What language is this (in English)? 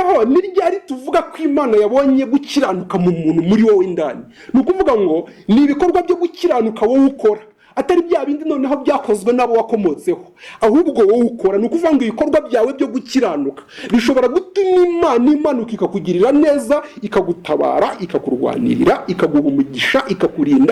Kinyarwanda